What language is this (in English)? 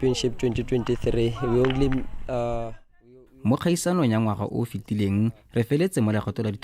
Tswana